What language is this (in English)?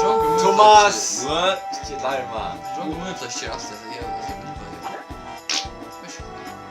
Faroese